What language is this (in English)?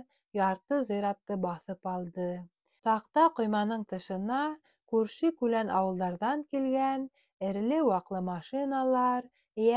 Bashkir